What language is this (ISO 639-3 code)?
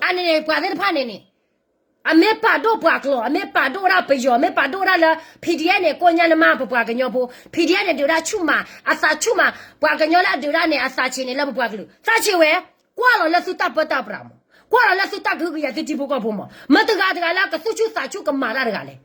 ksw